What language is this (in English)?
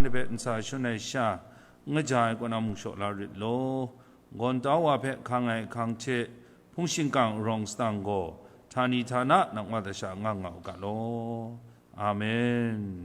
Kachin